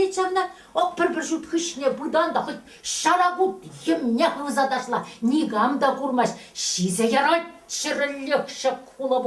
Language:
Chuvash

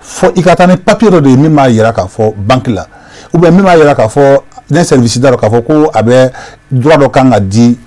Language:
Bambara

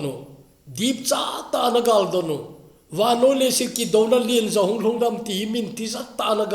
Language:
Thado Chin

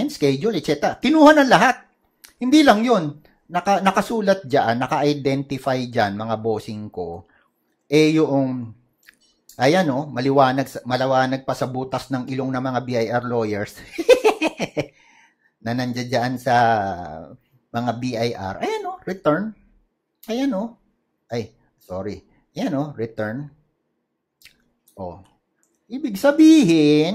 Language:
Filipino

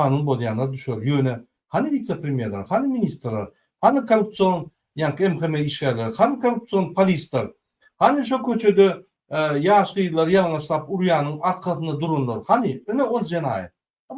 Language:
Turkmen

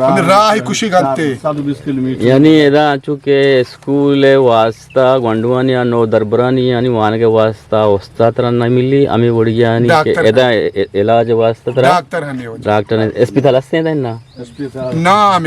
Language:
Eastern Balochi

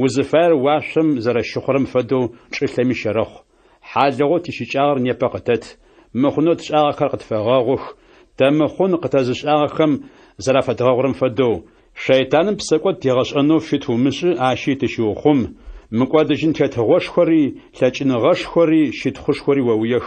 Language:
Adyghe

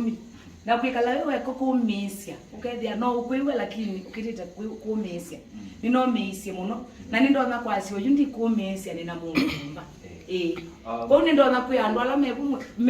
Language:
Kamba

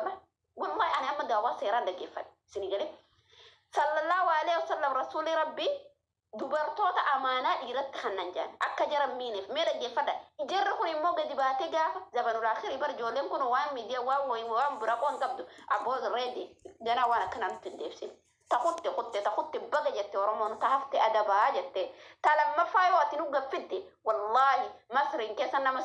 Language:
Oromo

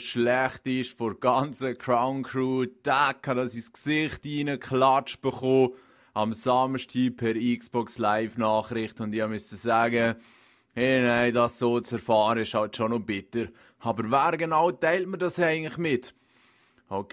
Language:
Swiss German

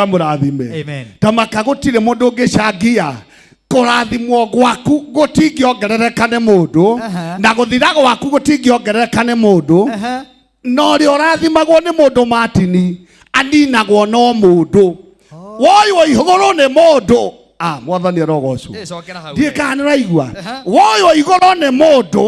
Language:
Kikuyu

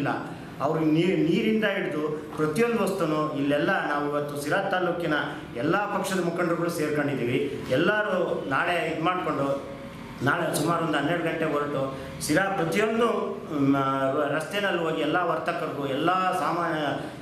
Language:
Kannada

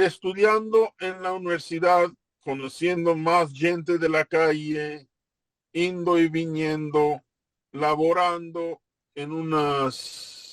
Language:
Ladino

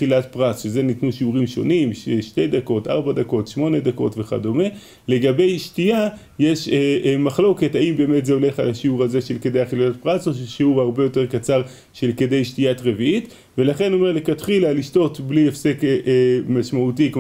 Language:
Hebrew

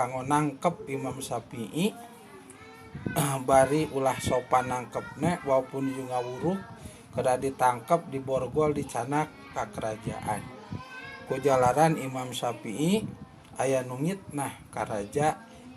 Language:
Sundanese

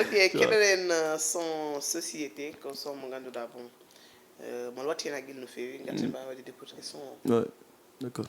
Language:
Fula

